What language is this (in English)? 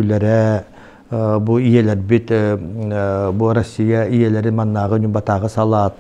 Yakut